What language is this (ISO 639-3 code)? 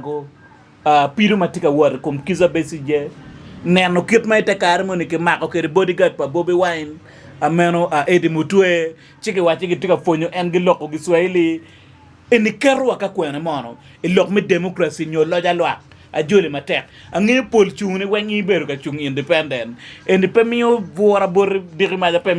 ach